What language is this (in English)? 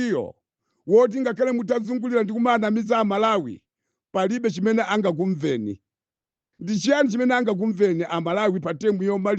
Nyanja